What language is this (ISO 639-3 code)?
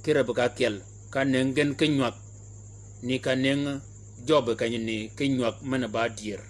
shk